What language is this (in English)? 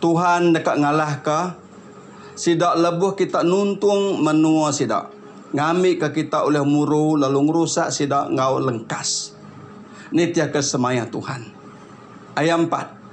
Iban